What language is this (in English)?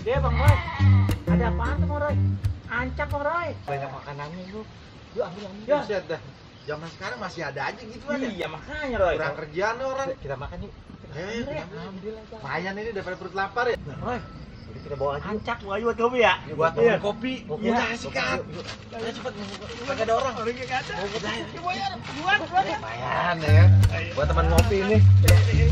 Betawi